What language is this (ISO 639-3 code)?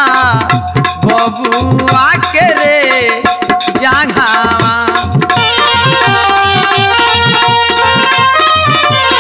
bho